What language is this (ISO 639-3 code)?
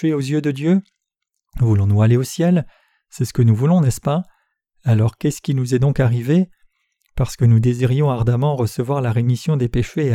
fra